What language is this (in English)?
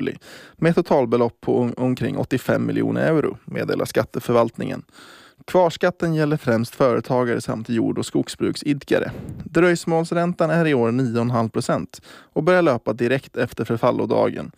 Swedish